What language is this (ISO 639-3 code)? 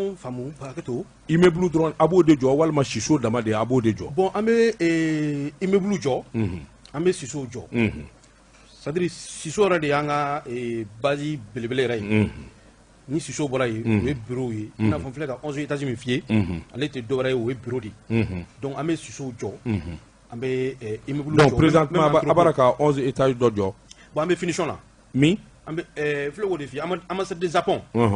bam